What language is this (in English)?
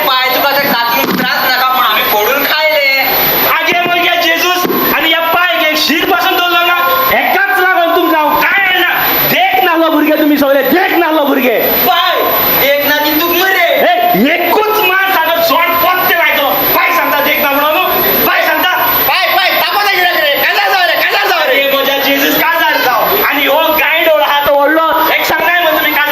Konkani